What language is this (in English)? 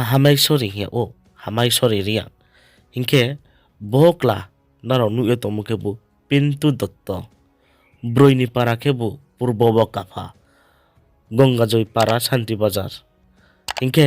Riang (India)